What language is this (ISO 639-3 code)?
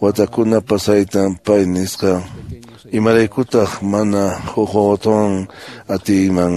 que